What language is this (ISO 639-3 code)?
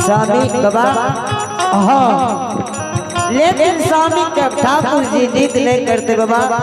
anp